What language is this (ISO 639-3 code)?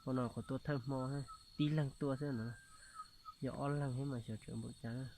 hmn